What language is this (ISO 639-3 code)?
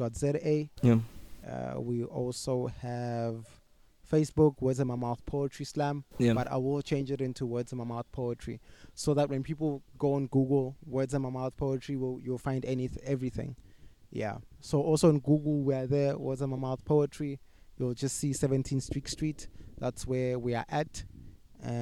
eng